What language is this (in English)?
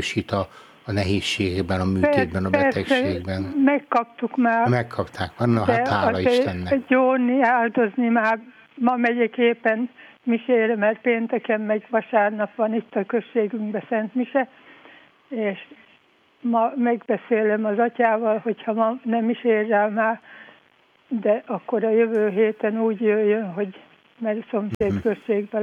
Hungarian